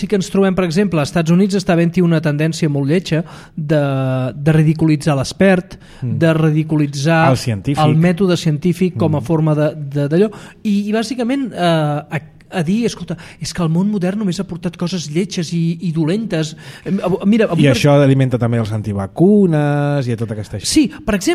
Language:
Catalan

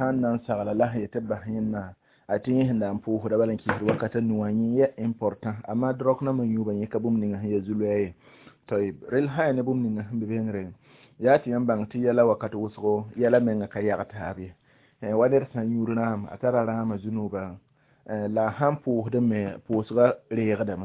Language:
Mossi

